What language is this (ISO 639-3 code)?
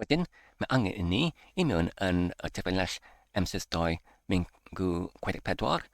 cym